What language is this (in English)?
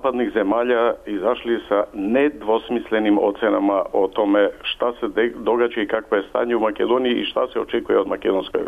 Serbian